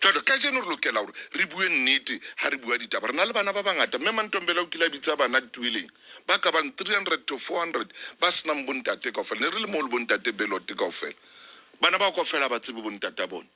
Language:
Southern Sotho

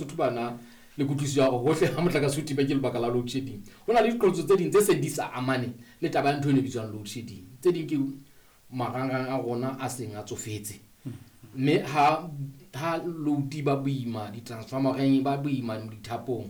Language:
Southern Sotho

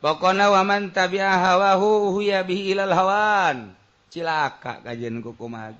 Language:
Sundanese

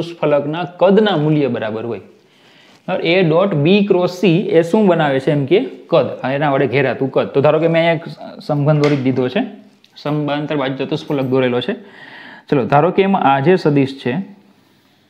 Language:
Gujarati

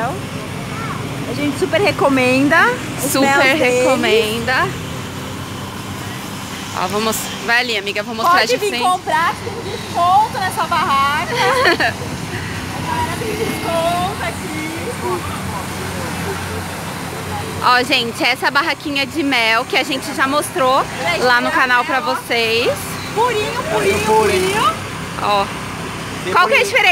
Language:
Portuguese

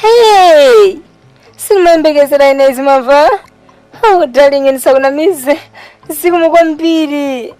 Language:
Nyanja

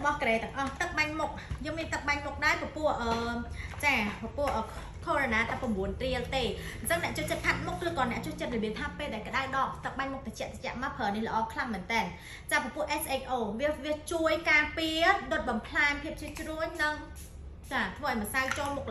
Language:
Khmer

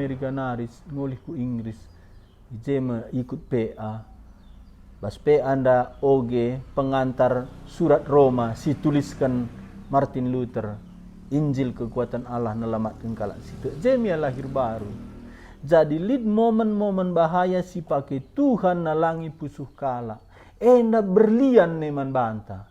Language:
Batak Karo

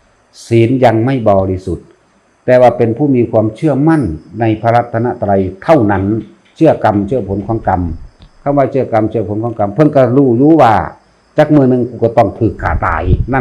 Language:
Northeastern Thai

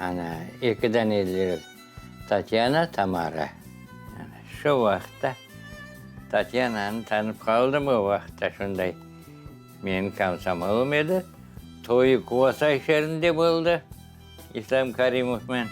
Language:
Crimean Tatar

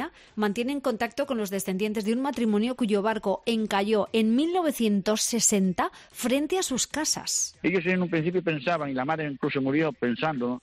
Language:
Spanish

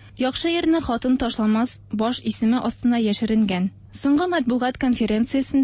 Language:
Tatar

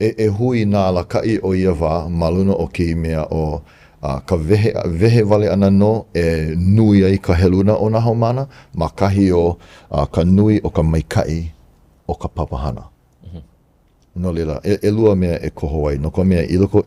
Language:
Hawaiian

